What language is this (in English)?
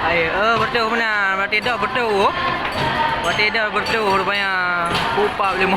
Achinese